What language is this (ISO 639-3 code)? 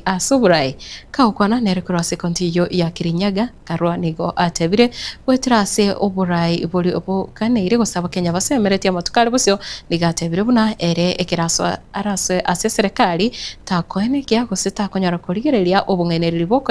guz